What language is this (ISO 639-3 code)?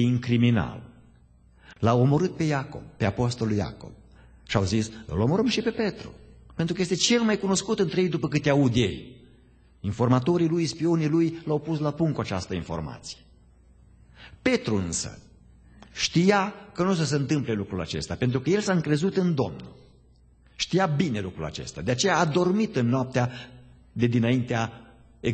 ron